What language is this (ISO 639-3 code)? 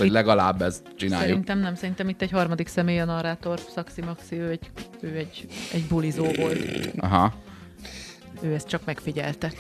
hun